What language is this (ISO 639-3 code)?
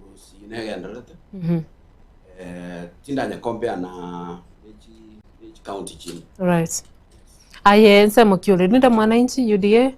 guz